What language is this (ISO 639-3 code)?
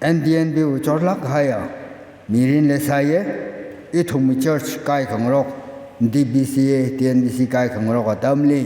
nmf